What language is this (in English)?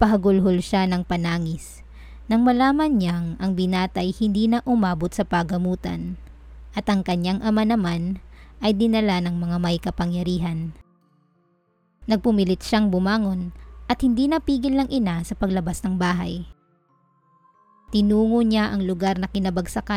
Filipino